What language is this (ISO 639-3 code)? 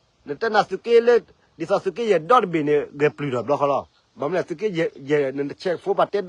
ksw